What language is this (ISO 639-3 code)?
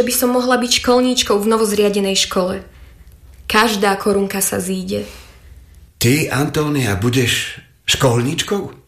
slk